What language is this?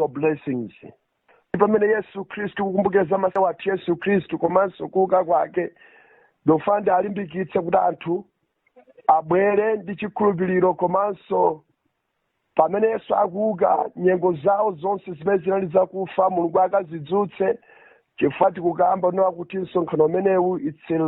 Nyanja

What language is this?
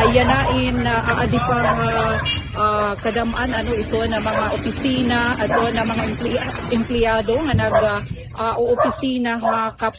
Waray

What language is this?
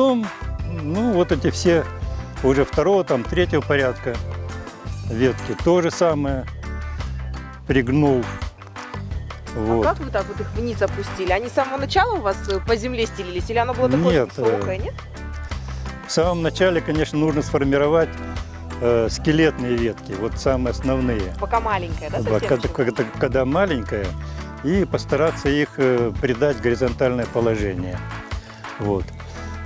Russian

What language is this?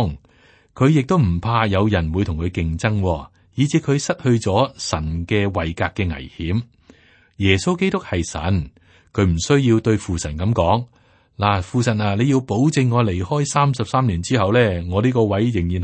Cantonese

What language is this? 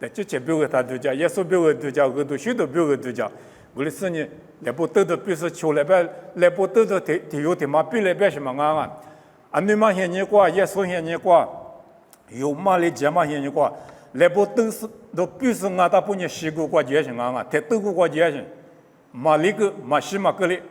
Lisu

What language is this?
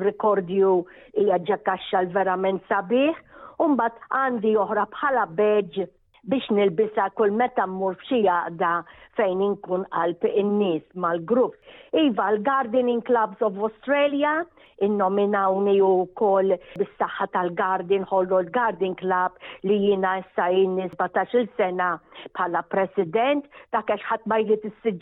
Maltese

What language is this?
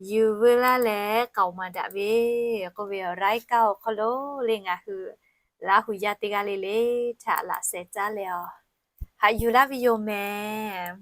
Lahu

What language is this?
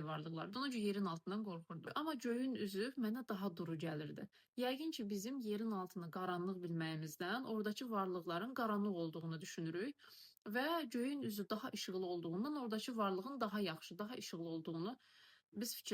Azerbaijani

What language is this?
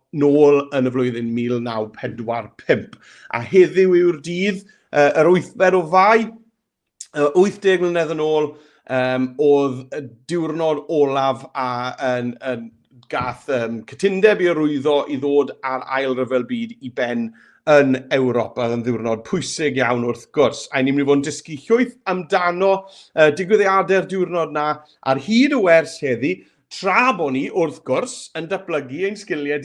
Welsh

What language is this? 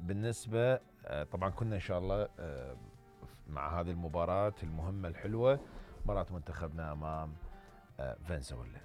Mesopotamian Arabic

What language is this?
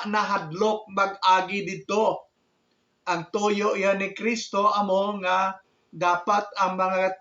Hiligaynon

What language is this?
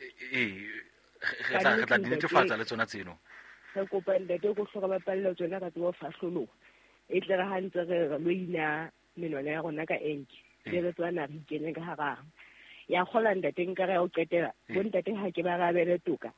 Southern Sotho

